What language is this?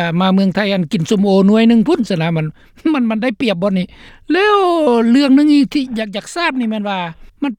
Lao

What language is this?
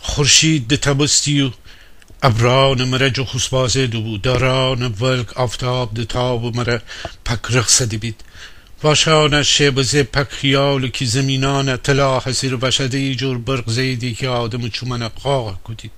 Gilaki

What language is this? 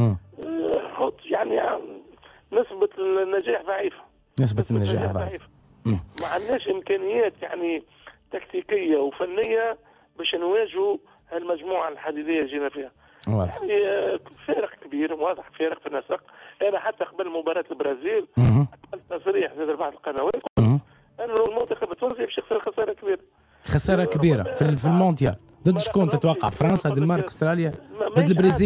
Tunisian Arabic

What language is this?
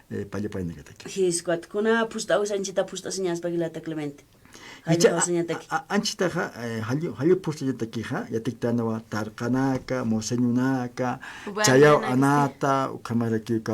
Aymara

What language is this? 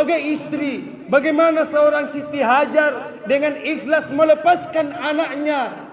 Buginese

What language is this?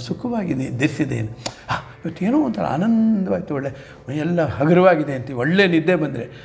Kannada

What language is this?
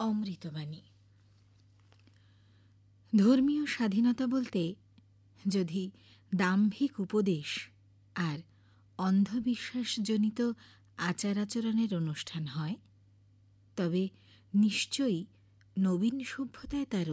Bangla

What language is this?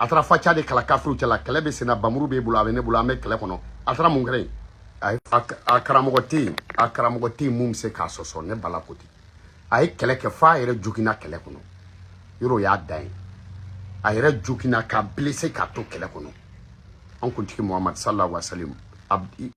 Bambara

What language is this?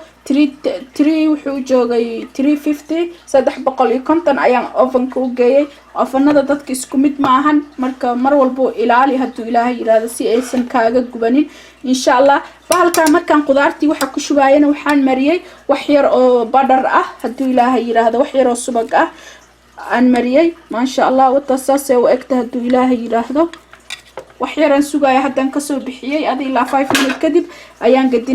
Somali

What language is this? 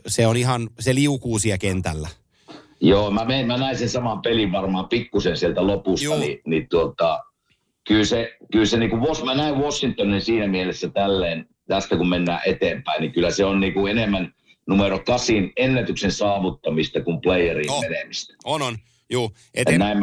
Finnish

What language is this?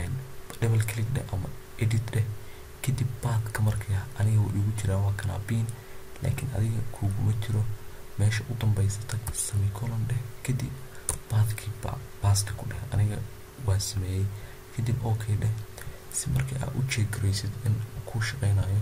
Somali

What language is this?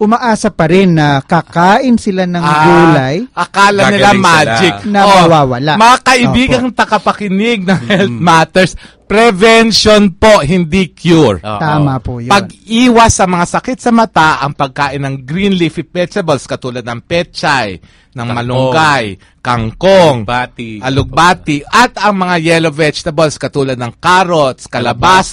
Filipino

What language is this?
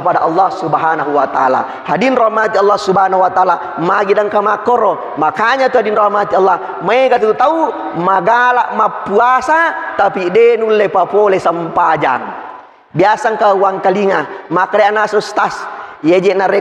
Buginese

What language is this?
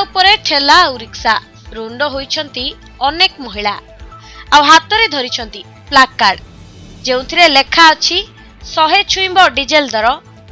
Odia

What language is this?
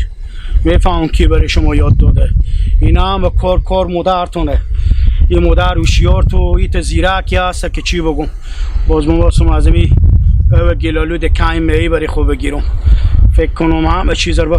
Hazaragi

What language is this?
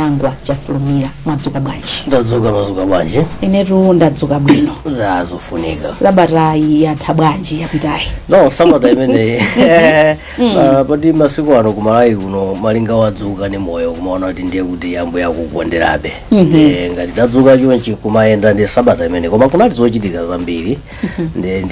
Nyanja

